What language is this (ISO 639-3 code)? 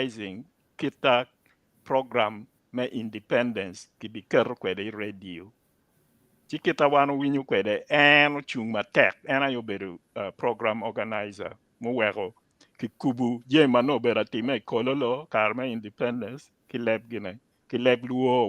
ach